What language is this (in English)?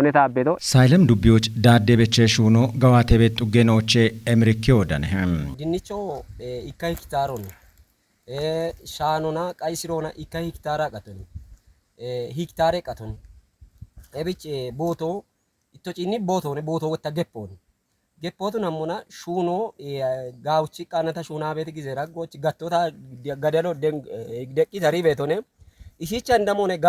Kafa